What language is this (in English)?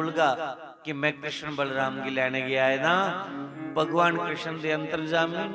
Dogri